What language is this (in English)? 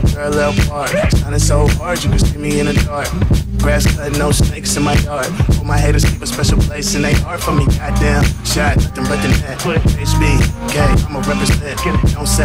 English